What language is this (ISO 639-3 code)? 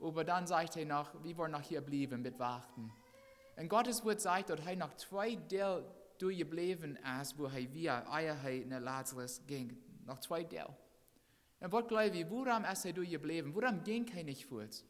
pdt